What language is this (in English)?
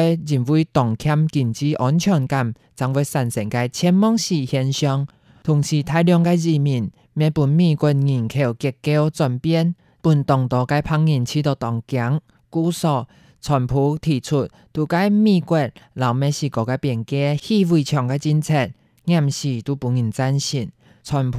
Hakka Chinese